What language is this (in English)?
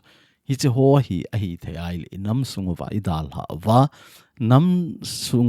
Thado Chin